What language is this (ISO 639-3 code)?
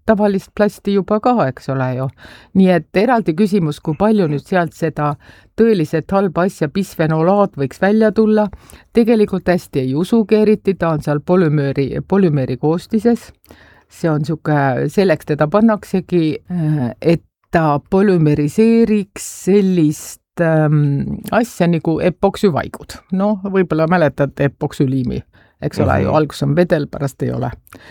est